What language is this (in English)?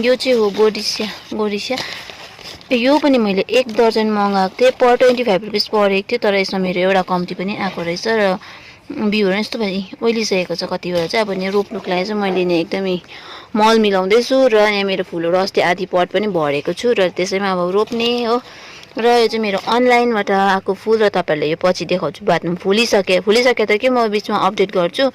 Nepali